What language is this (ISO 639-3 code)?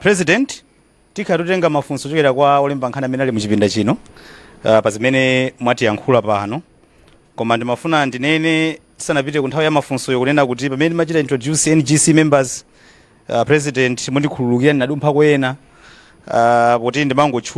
nya